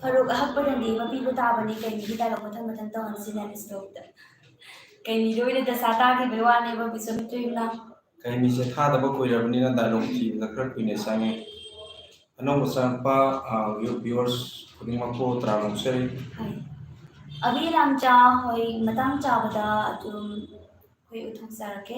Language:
Manipuri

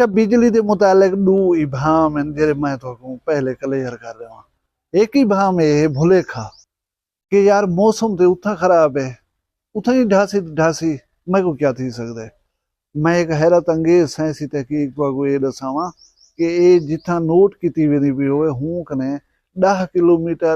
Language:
Saraiki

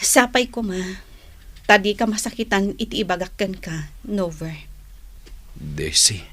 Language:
Iloko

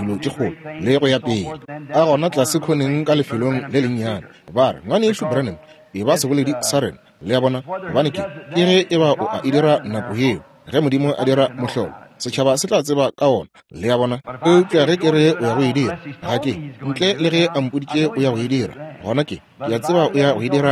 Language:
Northern Sotho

